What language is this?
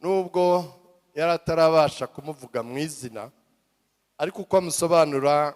Kinyarwanda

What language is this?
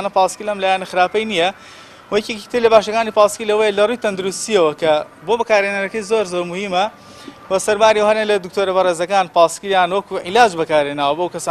Central Kurdish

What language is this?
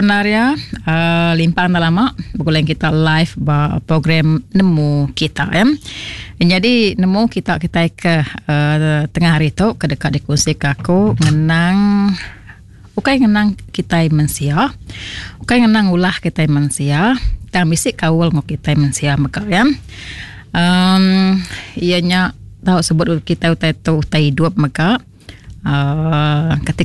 Iban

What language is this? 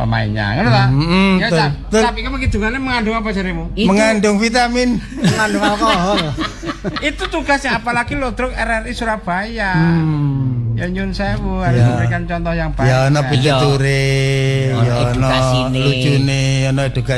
Javanese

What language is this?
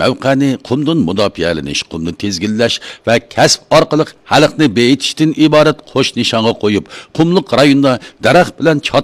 Uyghur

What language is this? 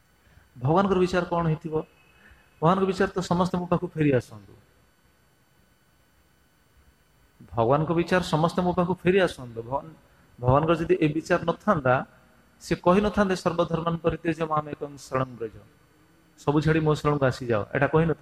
Odia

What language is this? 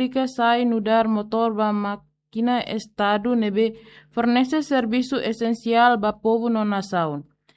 Tetum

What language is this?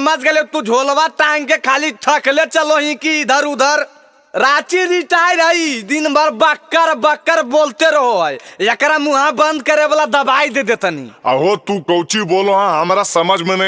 Magahi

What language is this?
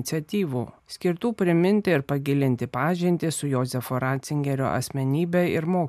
Lithuanian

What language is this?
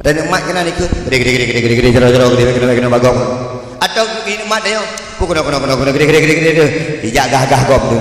Achinese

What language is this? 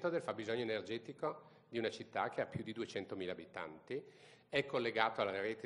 Italian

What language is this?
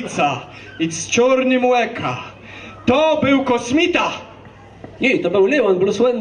Kashubian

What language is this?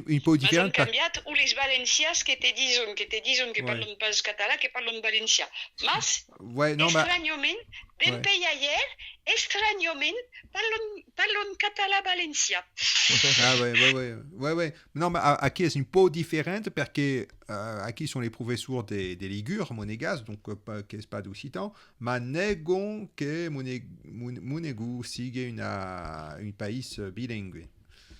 Occitan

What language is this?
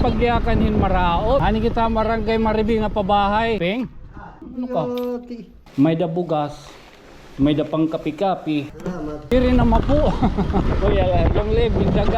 Waray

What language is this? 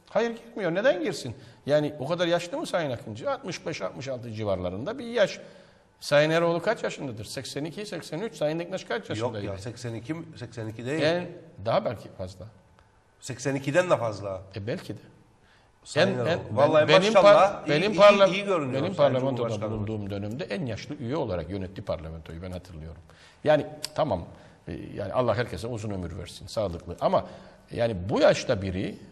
Turkish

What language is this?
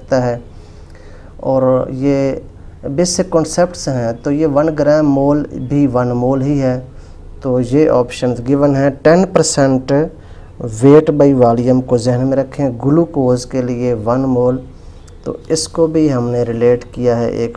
Hindi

